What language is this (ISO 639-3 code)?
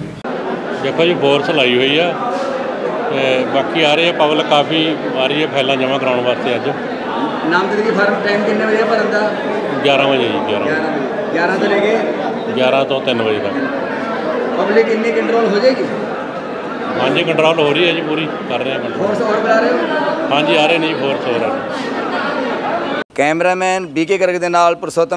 pan